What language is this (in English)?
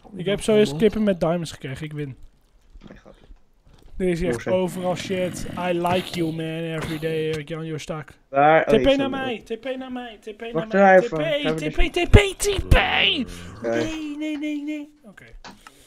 Dutch